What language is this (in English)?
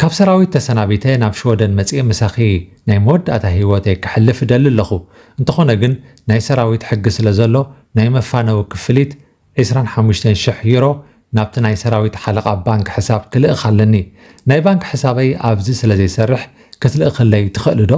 Tigrinya